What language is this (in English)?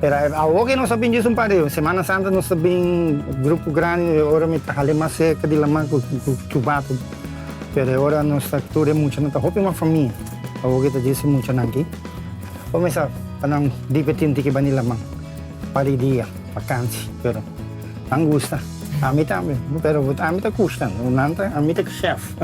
Papiamento